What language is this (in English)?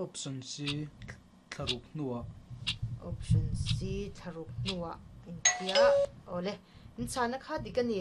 Mizo